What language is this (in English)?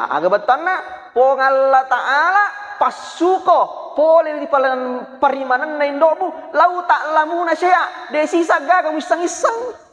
Buginese